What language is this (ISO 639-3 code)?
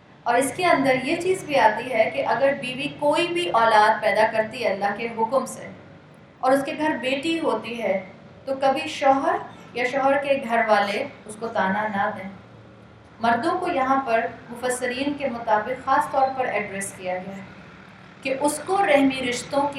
urd